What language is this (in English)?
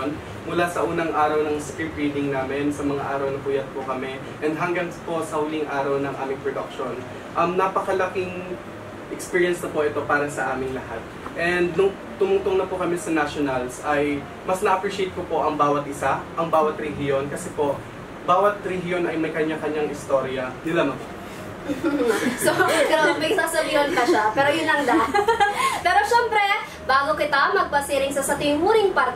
Bikol